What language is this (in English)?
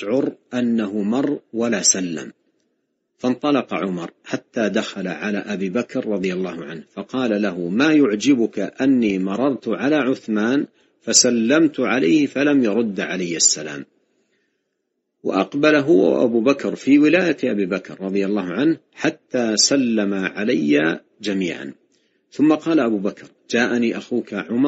Arabic